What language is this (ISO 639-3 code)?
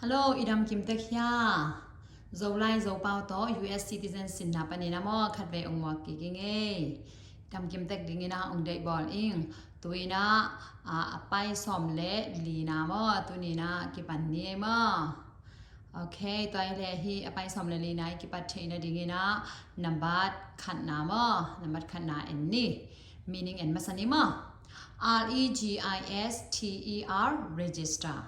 ctd